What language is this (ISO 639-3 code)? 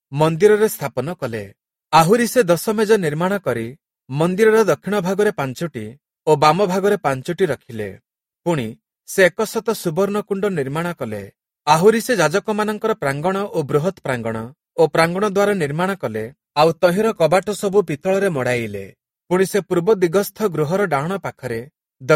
ori